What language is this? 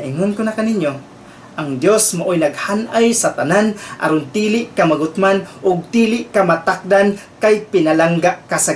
Cebuano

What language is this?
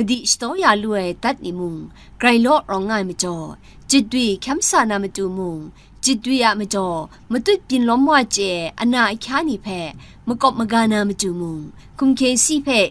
Kachin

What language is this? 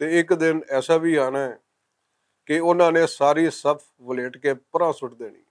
Western Panjabi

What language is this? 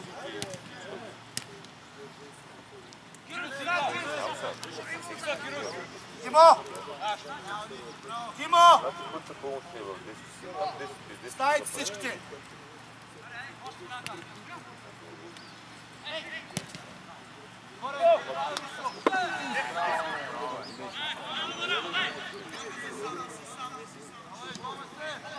Bulgarian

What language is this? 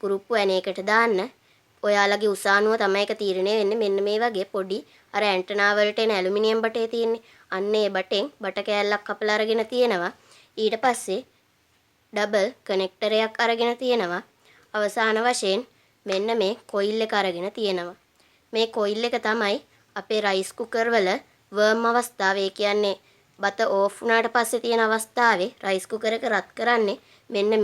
Sinhala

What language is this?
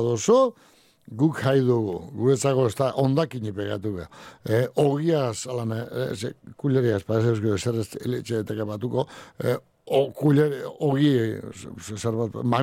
Basque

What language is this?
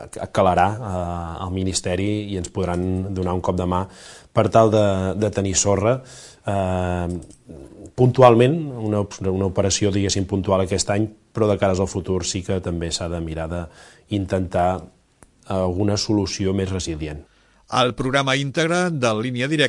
Catalan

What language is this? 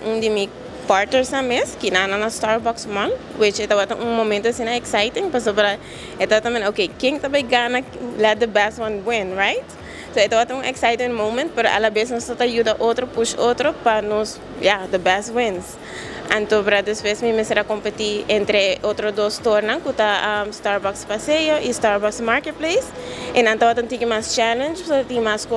Papiamento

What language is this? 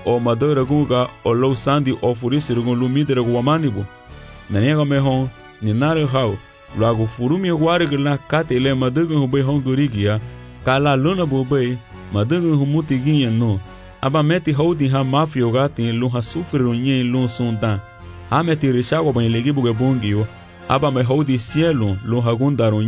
Garifuna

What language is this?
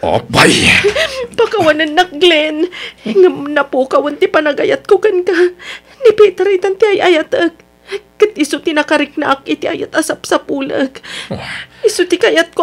Iloko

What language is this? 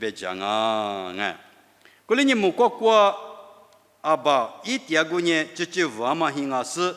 Lisu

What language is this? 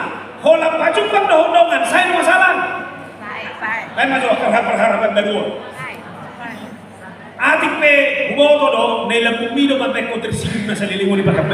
Batak Toba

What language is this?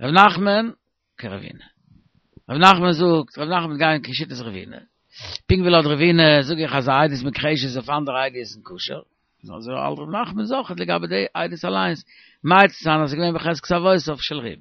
Yiddish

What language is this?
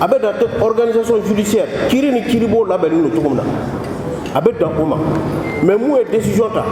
Bambara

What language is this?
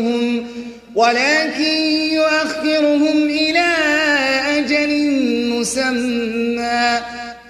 Arabic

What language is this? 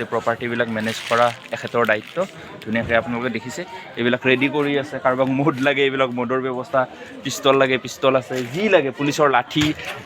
Assamese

